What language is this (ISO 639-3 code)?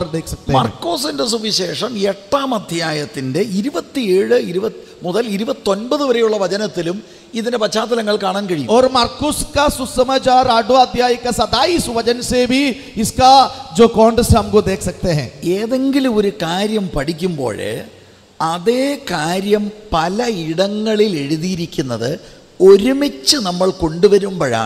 mal